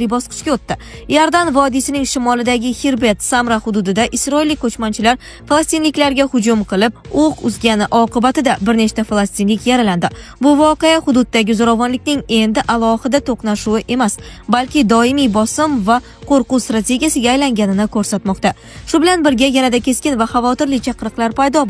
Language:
Uzbek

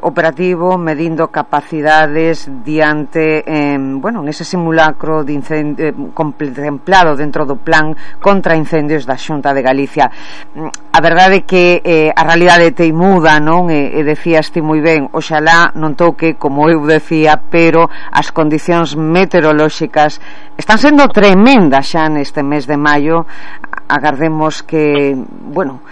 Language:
Galician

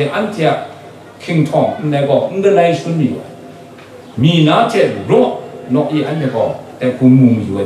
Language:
Kachin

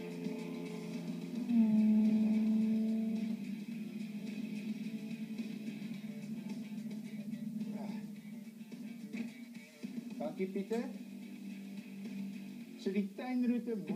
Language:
Afrikaans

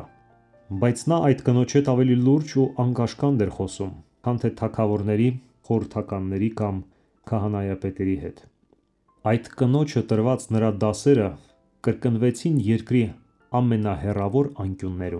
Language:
Armenian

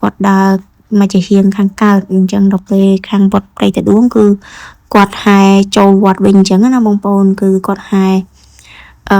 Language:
Khmer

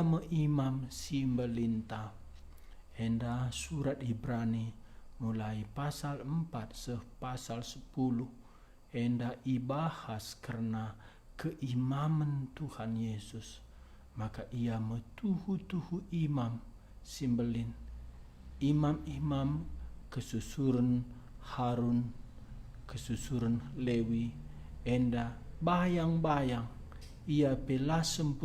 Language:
Batak Karo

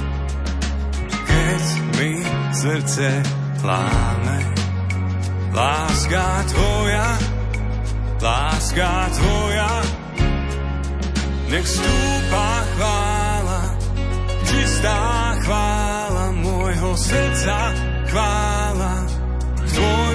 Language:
Slovak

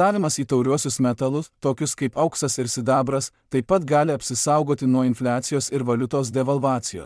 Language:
Lithuanian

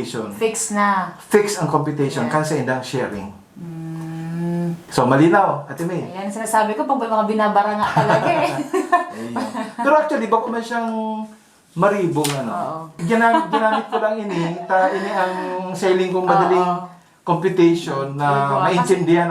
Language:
Bikol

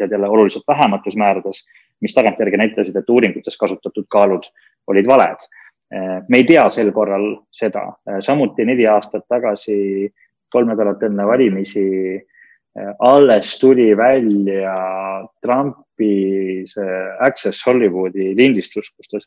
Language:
Estonian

